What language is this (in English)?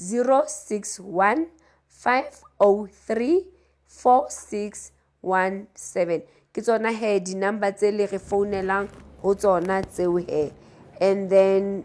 Southern Sotho